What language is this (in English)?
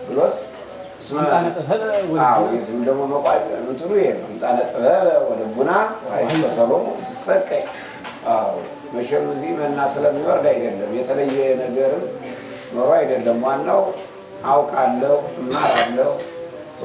Amharic